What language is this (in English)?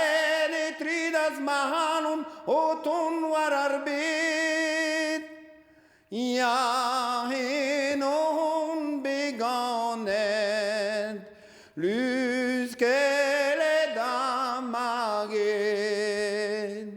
Breton